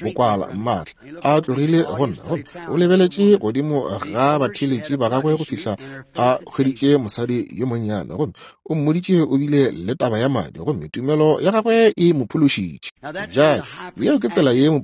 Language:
Northern Sotho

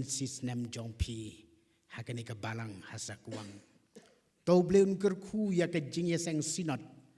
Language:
Khasi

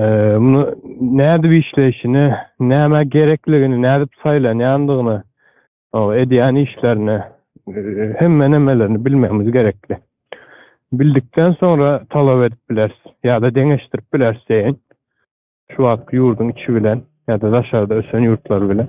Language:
Turkmen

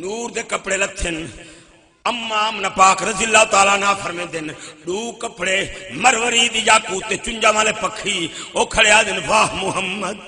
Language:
Saraiki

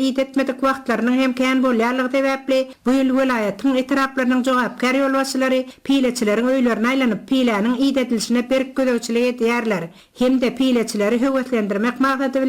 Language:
Turkmen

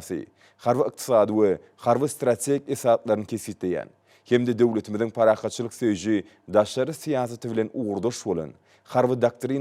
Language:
Turkmen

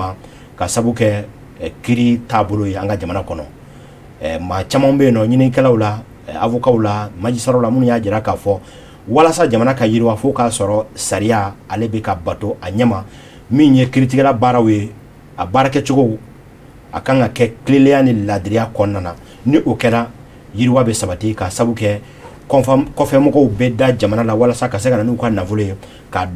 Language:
Bambara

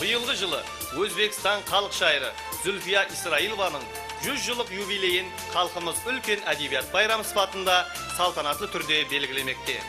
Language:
Kara-Kalpak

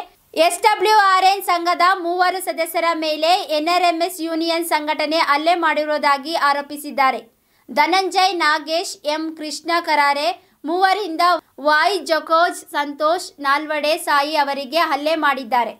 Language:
Kannada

